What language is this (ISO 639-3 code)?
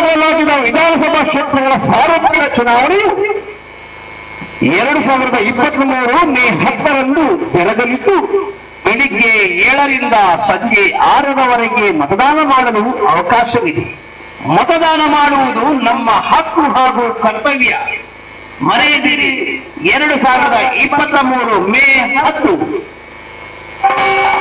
kan